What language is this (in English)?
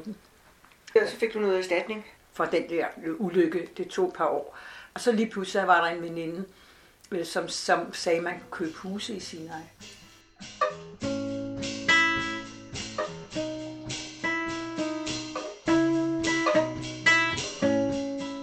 Danish